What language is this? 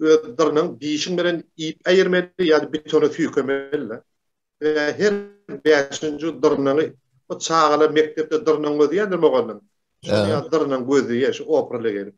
Turkmen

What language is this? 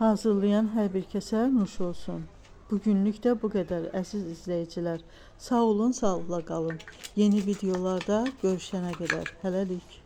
Azerbaijani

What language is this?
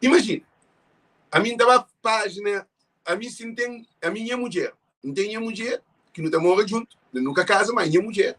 Kabuverdianu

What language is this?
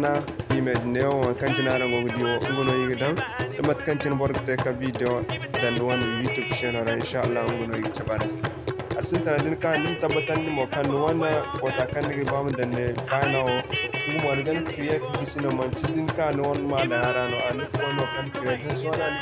Zarma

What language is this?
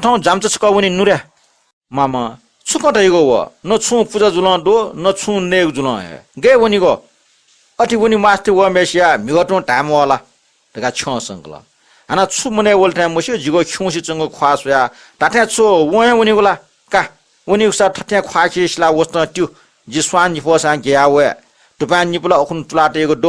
Newari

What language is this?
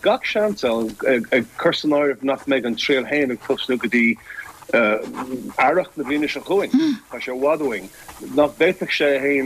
Irish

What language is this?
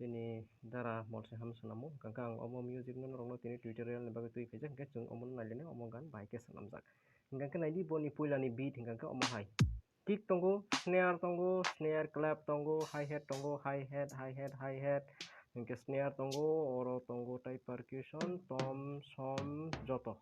Kok Borok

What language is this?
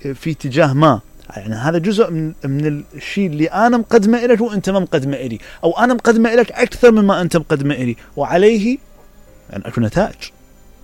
Mesopotamian Arabic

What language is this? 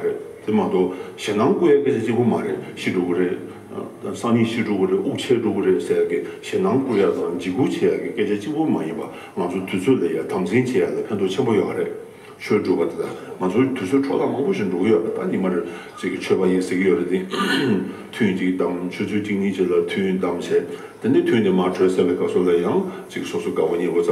Tibetan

